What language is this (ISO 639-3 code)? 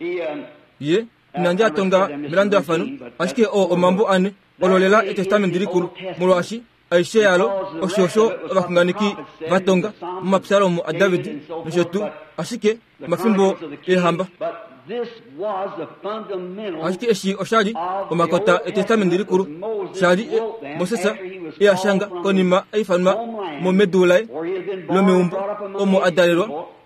kua